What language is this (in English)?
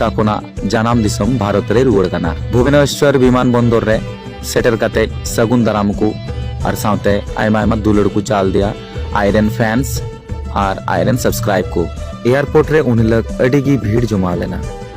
Santali